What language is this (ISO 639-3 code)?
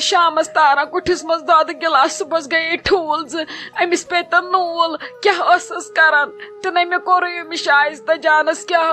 kas